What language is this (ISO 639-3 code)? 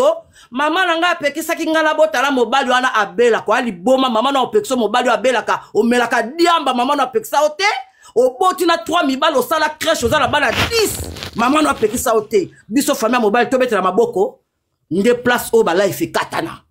lin